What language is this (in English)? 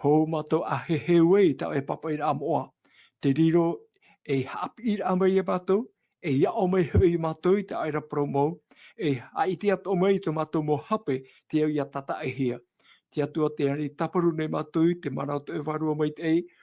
Tahitian